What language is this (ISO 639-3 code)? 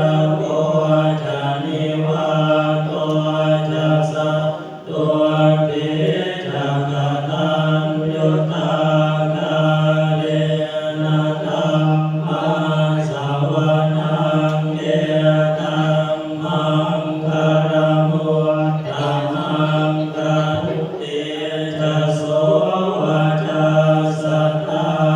pli